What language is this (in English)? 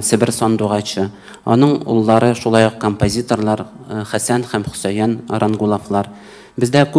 Tatar